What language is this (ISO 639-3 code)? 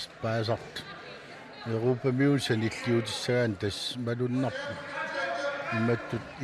kal